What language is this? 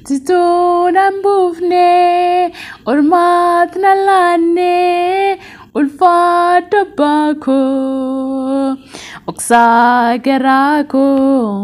Oromo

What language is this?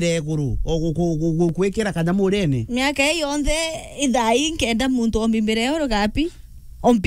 Meru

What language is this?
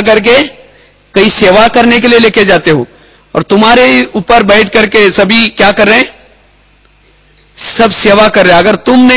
Hindi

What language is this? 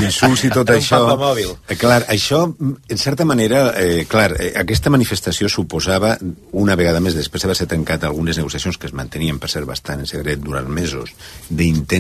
Catalan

